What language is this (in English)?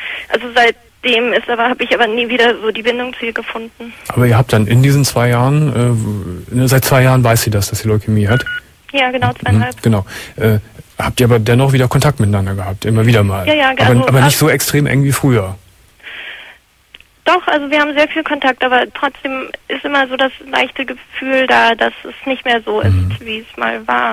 German